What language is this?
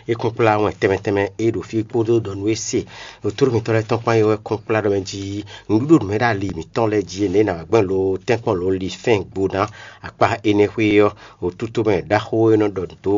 Fon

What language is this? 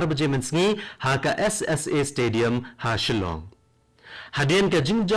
Khasi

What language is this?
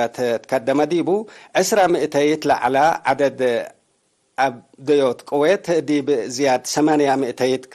Tigre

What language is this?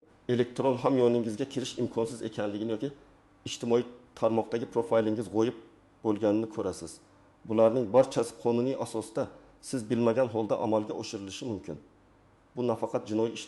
Uzbek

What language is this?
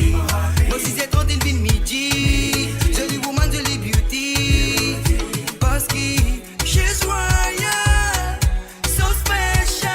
Morisyen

